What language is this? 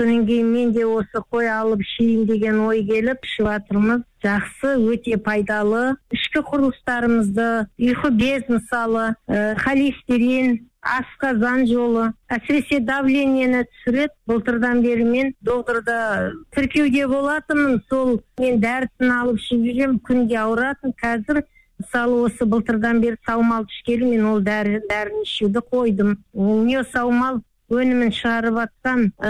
Kazakh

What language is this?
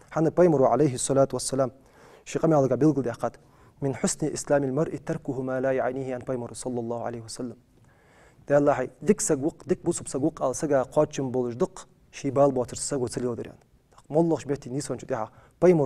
Ingush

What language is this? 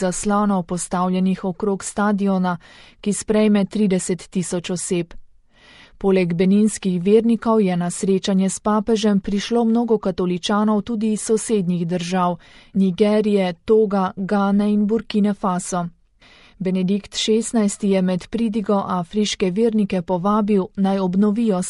Slovenian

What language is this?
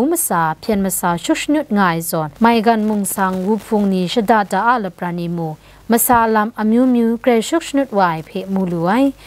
Kachin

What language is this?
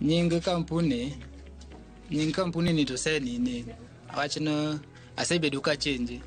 Luo (Kenya and Tanzania)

